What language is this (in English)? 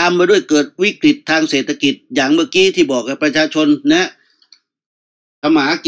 Thai